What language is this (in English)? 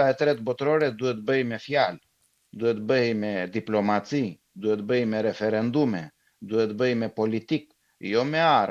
Albanian